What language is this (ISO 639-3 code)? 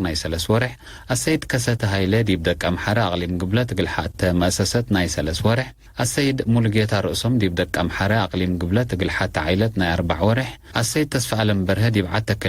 tig